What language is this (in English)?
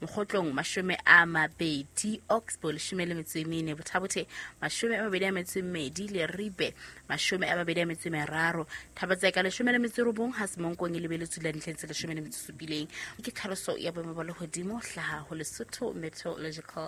Southern Sotho